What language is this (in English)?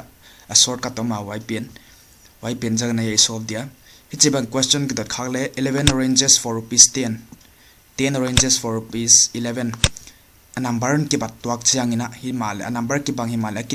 Paite Chin